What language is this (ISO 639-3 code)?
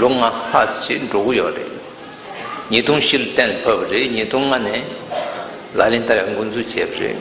bod